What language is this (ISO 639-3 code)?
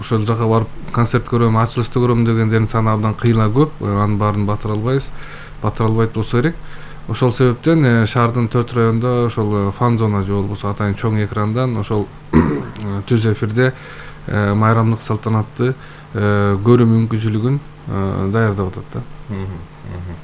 kir